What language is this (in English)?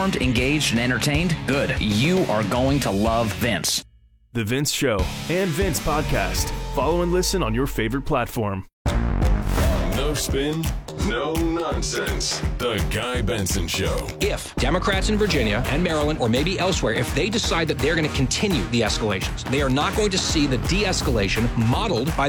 English